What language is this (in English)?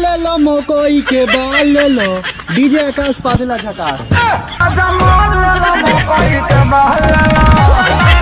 Bhojpuri